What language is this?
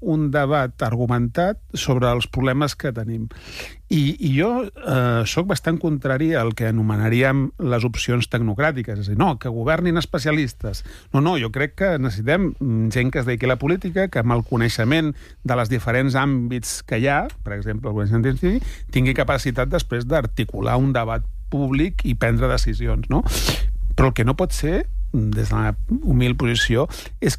Catalan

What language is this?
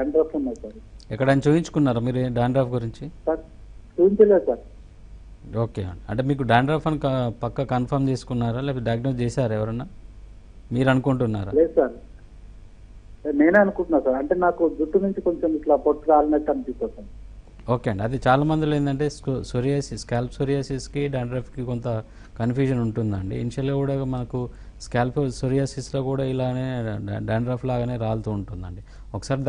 Telugu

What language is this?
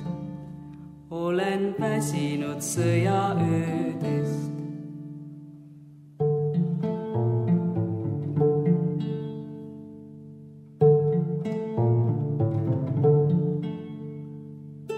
Estonian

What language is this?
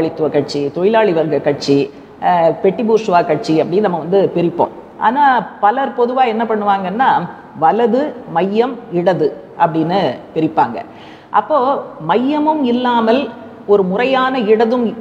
Tamil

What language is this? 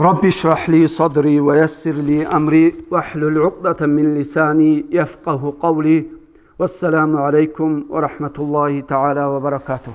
Avaric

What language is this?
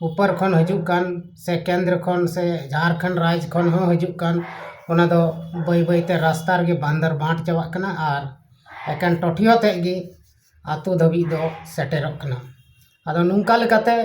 Santali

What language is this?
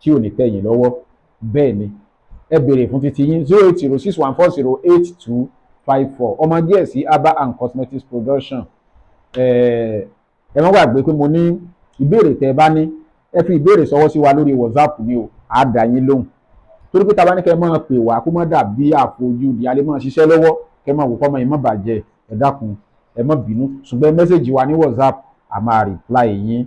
Yoruba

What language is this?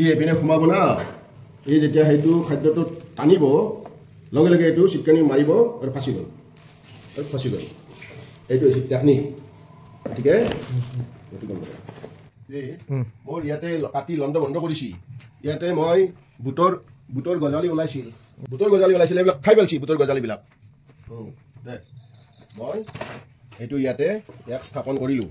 Assamese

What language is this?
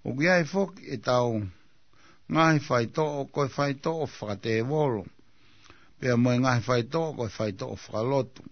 Tongan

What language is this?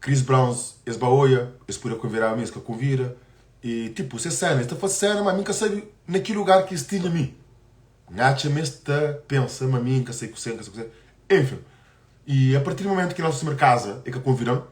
Kabuverdianu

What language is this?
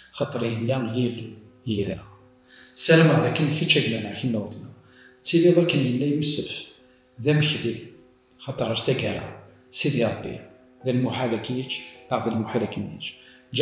Kabyle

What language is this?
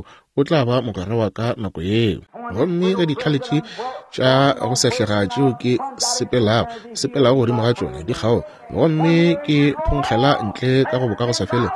Northern Sotho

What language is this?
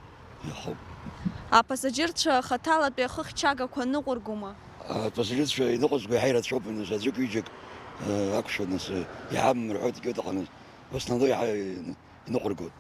Abkhazian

